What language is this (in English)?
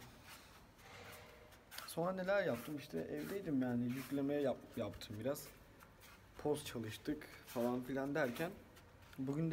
Turkish